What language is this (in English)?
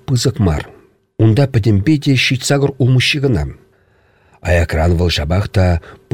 Chuvash